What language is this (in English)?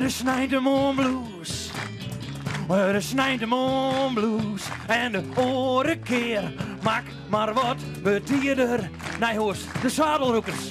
Western Frisian